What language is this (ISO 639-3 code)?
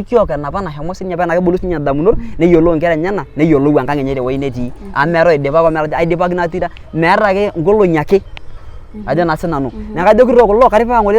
mas